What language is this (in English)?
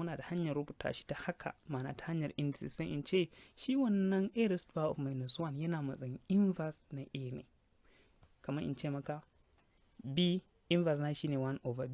Hausa